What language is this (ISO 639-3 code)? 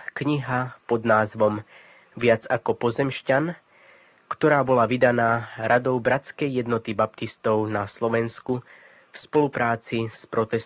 slk